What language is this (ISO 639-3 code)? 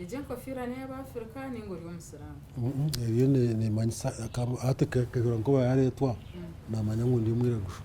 nyn